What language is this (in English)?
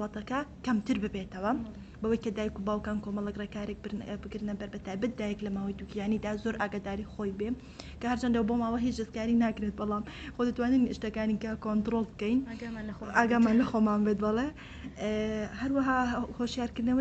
Central Kurdish